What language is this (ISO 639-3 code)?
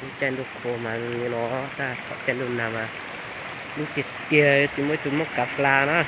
hmn